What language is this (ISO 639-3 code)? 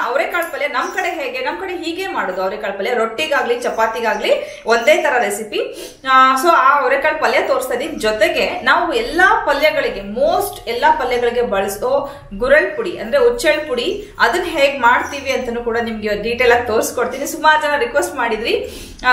kan